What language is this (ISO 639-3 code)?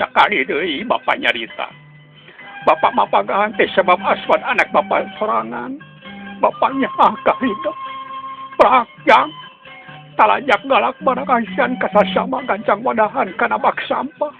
sun